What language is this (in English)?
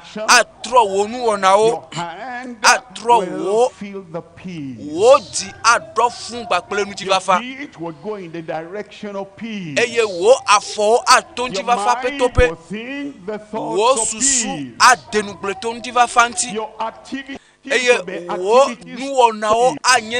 Ewe